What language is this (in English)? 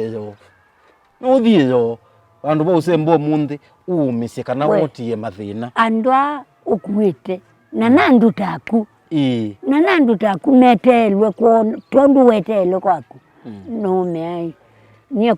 Kamba